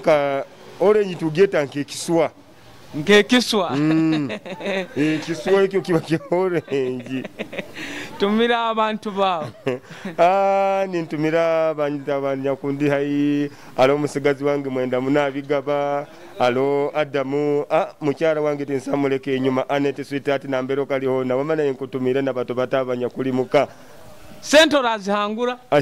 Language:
Nyoro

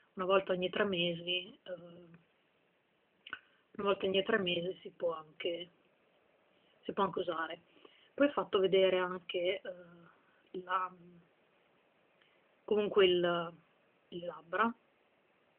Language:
Italian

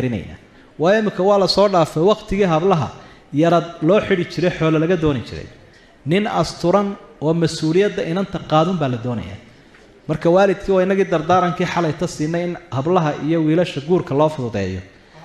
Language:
Somali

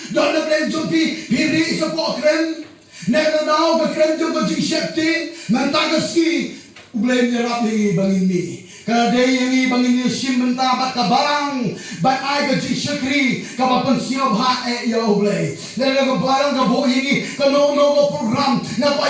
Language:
Khasi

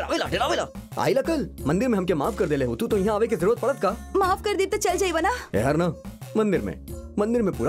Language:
Bhojpuri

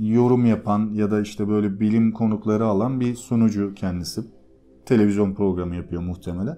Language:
Turkish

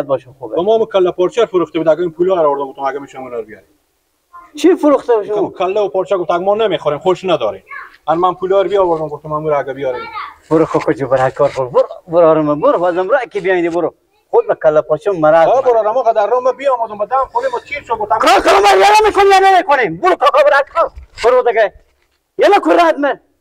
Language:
Persian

